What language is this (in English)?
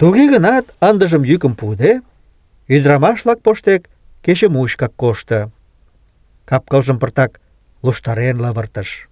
Mari